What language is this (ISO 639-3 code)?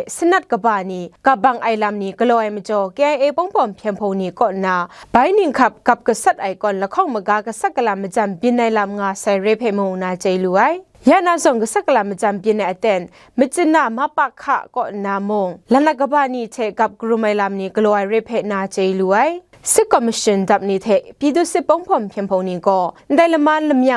kac